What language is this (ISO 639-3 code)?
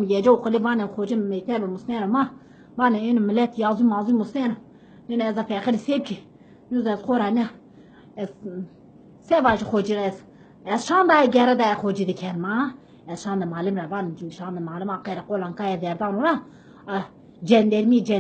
zza